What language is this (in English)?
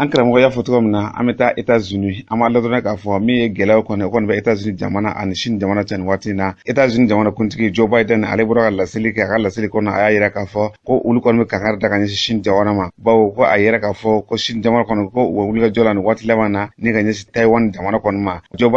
Bambara